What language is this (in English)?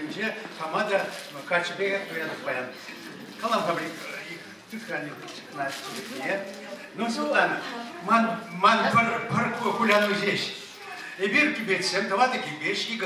Chuvash